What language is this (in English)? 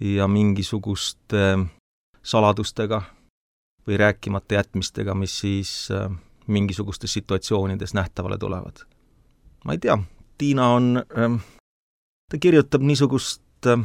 Estonian